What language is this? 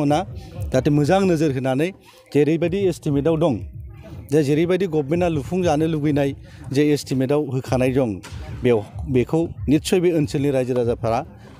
Bodo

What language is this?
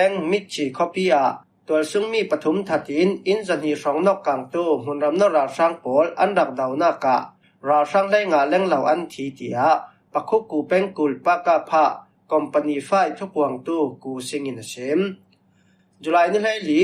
Falam Chin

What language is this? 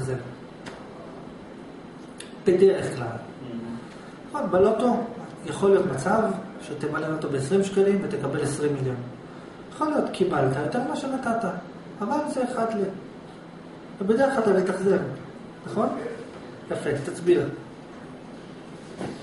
Hebrew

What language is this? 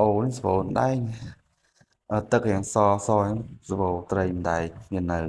Khmer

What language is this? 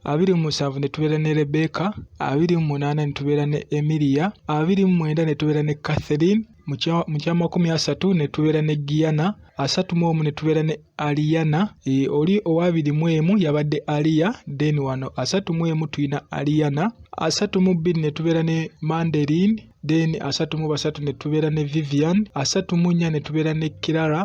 Ganda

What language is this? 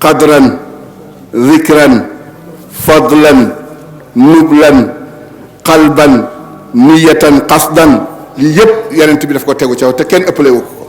Wolof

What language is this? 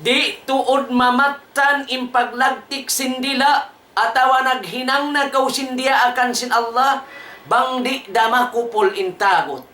Tausug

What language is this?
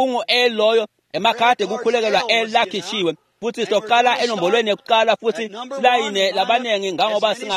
Swati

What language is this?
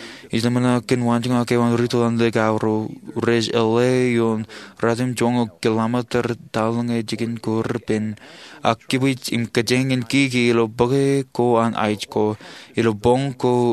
Marshallese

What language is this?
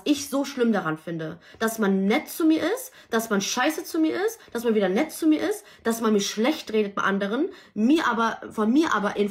German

